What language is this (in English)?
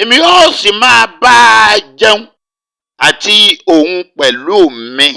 Yoruba